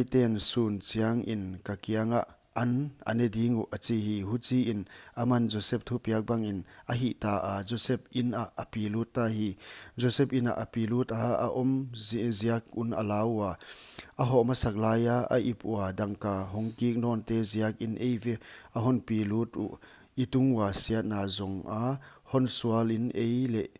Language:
Paite Chin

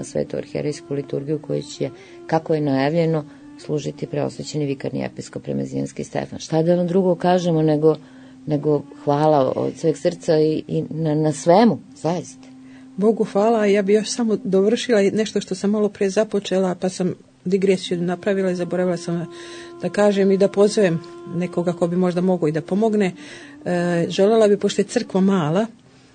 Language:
Serbian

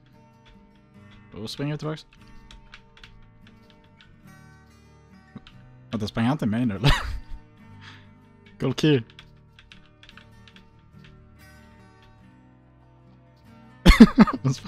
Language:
Swedish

